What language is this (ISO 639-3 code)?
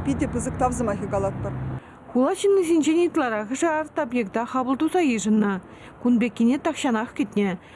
chv